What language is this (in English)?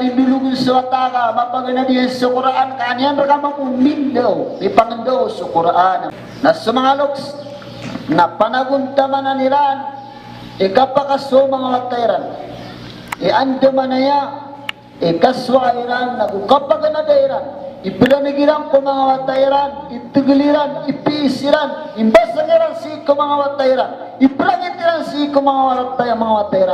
Maranao